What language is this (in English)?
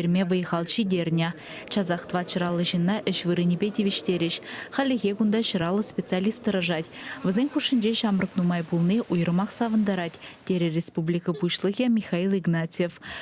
Chuvash